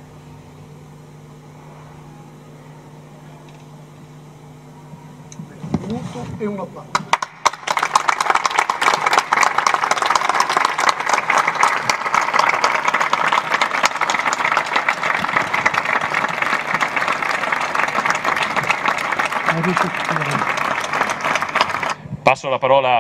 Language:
Italian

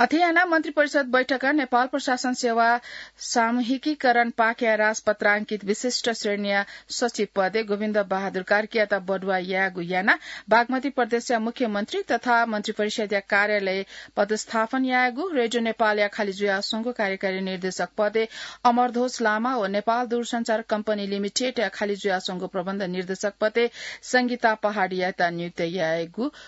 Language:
Newari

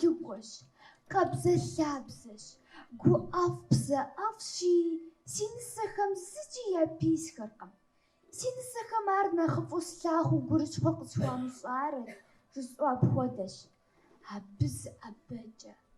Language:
Kabardian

